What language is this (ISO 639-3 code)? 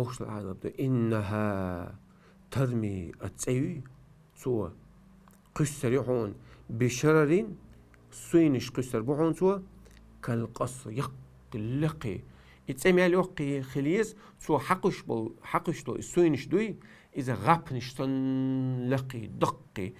che